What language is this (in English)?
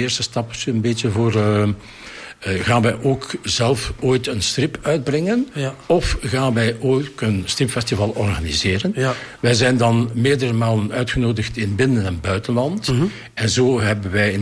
Dutch